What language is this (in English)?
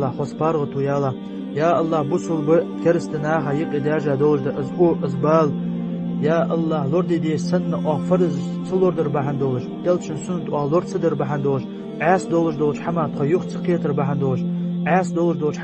Ingush